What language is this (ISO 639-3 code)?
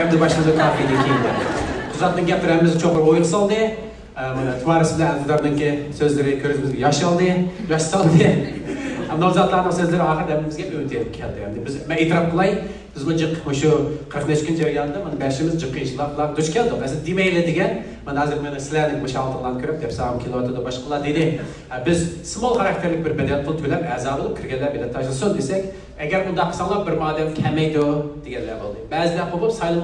uig